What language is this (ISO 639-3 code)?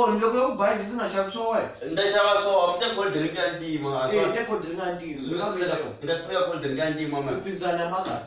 tso